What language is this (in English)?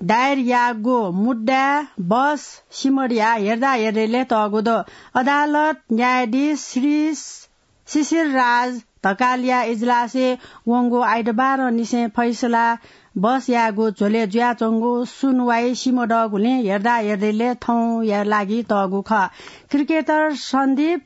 Newari